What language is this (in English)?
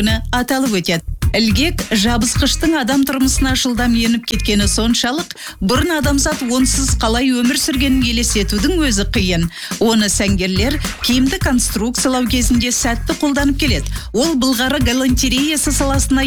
Kazakh